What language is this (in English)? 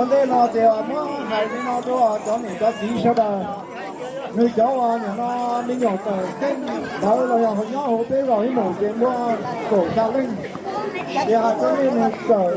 Hmong